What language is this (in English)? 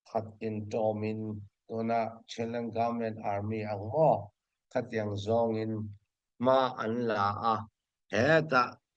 Hakha Chin